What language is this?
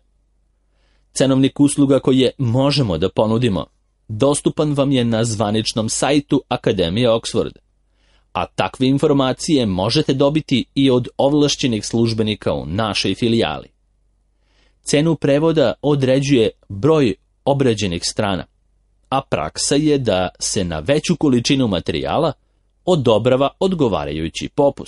Serbian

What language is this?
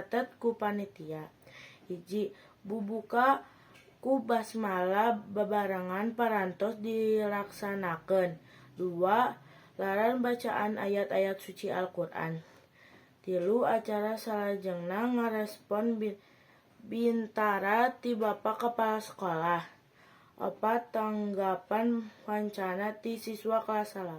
Sundanese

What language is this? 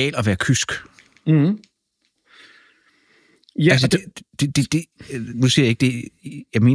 Danish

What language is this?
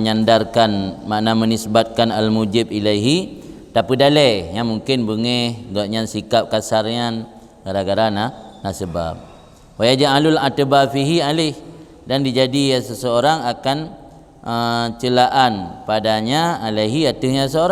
Achinese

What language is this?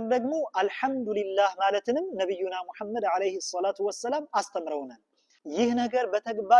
Amharic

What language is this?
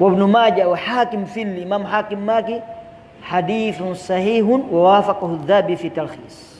Pular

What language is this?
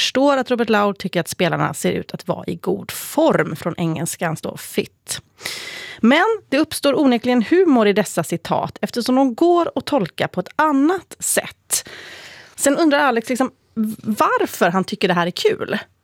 Swedish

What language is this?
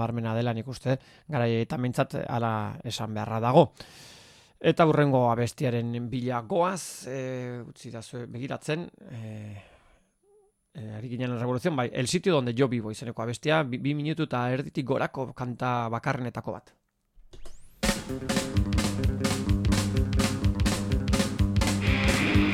Basque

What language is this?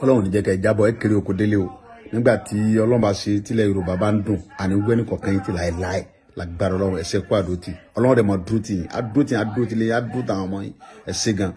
Yoruba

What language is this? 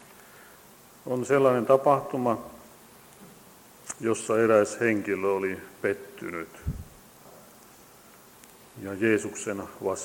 Finnish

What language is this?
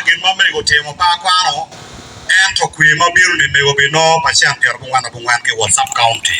Acoli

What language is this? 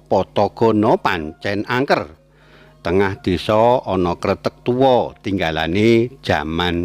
Javanese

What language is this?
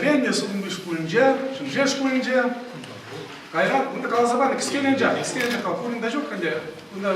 Chuvash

